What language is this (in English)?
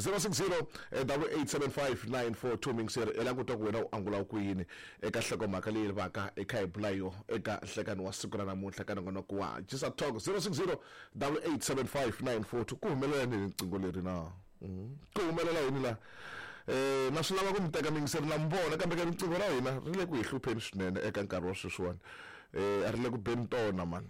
Tsonga